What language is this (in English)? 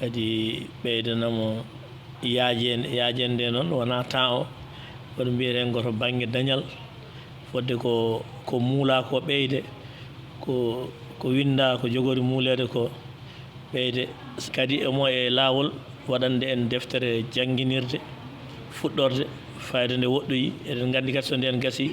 Fula